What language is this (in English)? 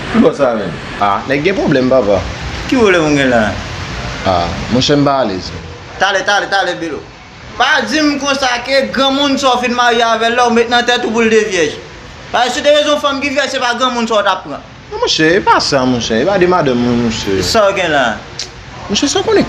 Haitian Creole